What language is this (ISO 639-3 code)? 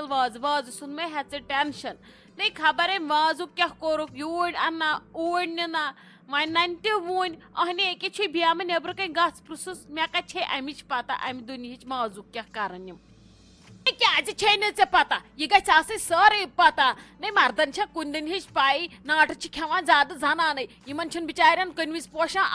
kas